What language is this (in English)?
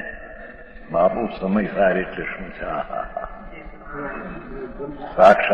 Gujarati